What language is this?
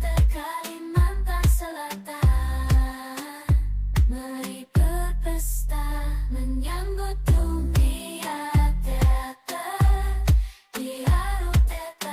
Banjar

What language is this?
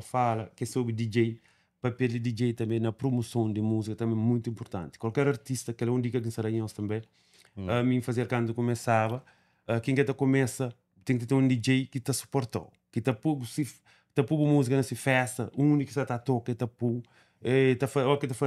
Kabuverdianu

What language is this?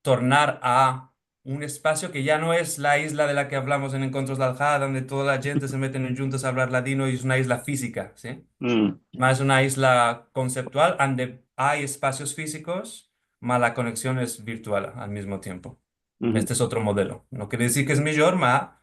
Ladino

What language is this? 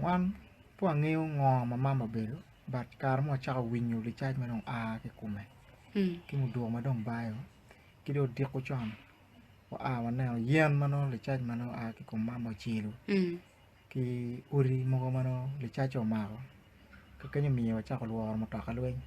Acoli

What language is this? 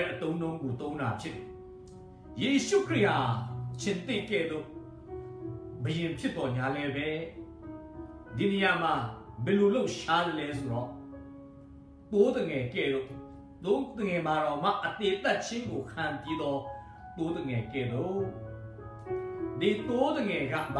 Burmese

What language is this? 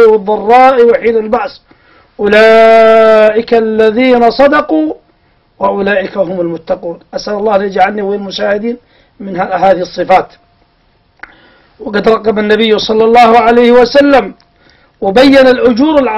Arabic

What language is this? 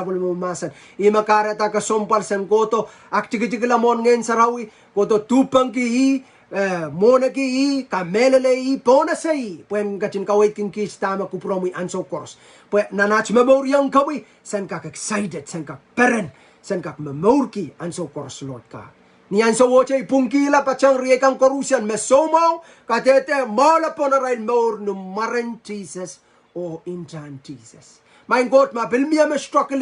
Pohnpeian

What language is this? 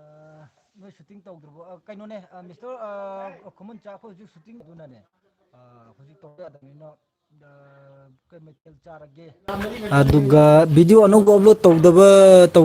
Manipuri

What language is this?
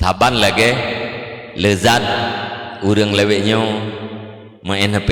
Achinese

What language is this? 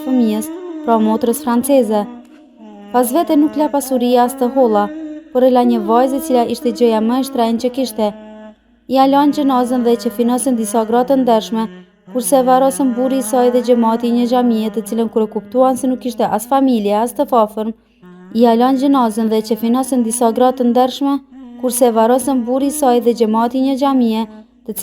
Albanian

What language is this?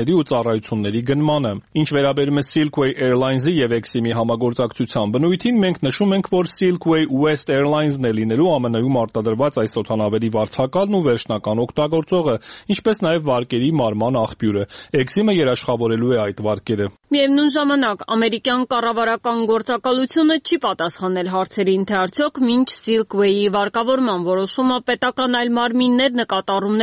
Armenian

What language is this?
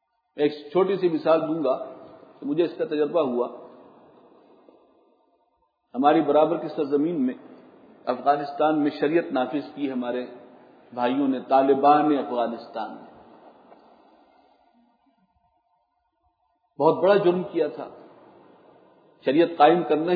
Urdu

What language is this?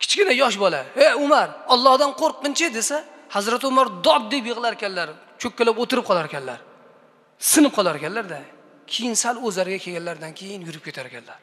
Uzbek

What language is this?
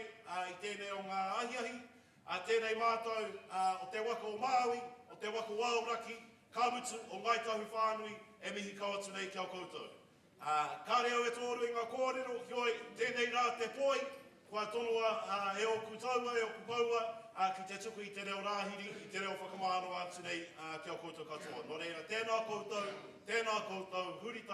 Māori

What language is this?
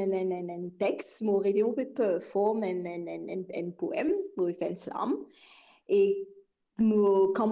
Morisyen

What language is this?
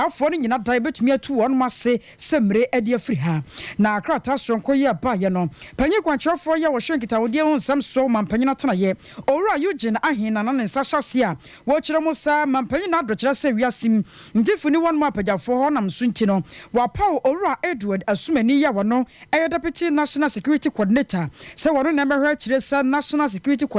Akan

